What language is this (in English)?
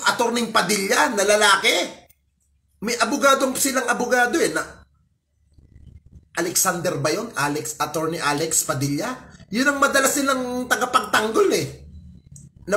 Filipino